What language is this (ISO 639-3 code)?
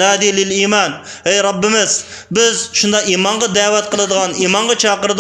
uig